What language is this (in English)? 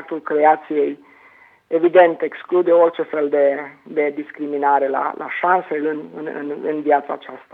Romanian